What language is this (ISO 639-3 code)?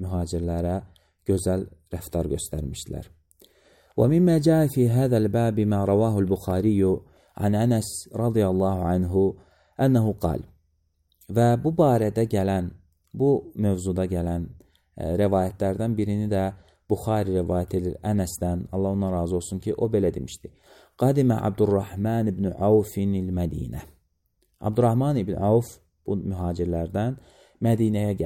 aze